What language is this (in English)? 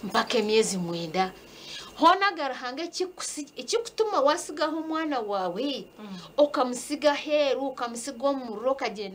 Nyankole